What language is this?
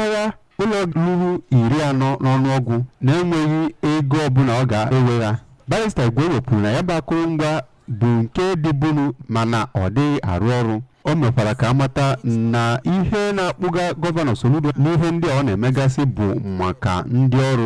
Igbo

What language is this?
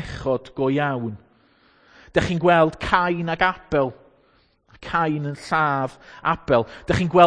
Welsh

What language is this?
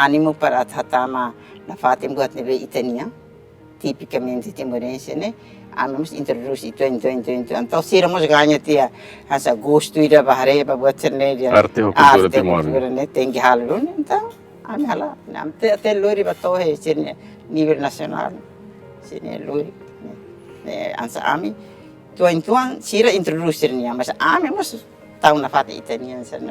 Tetum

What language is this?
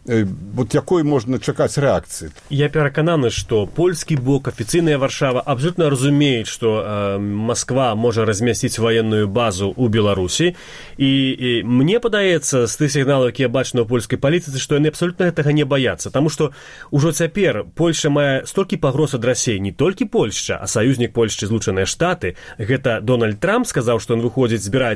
Belarusian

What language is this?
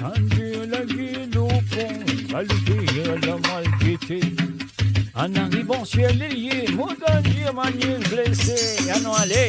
Morisyen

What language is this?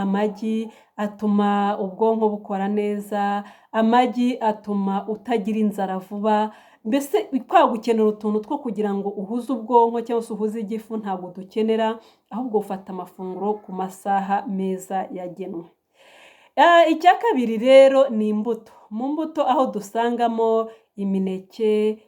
Kinyarwanda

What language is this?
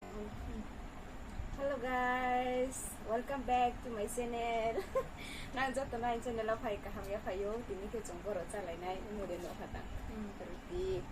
Riang (India)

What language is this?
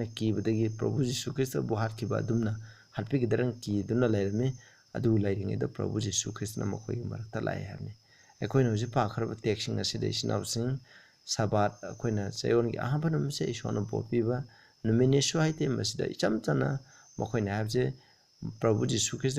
Manipuri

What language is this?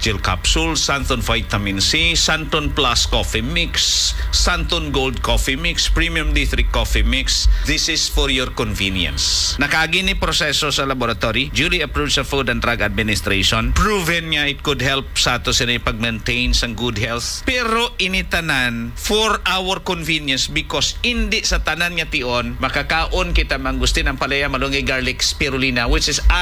Hiligaynon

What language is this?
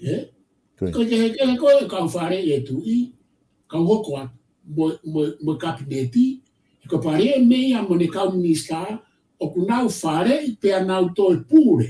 Tongan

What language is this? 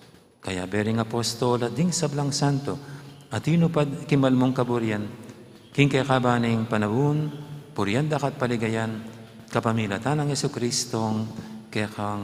Pampanga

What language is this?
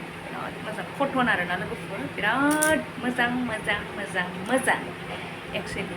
Bodo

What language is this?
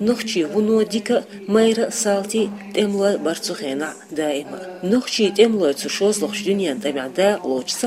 Chechen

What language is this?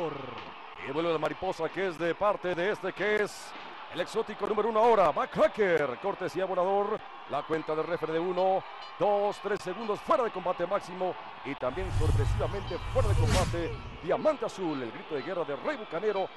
Spanish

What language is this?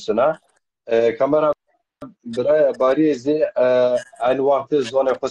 Zaza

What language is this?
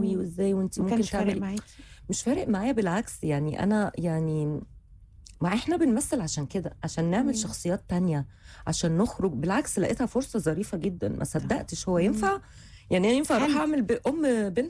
Egyptian Arabic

